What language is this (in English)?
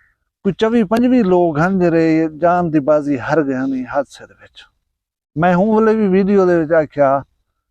Saraiki